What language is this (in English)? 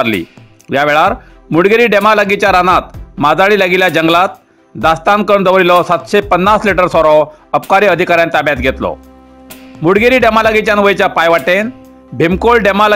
Konkani